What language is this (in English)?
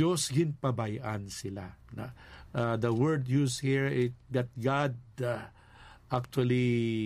Hiligaynon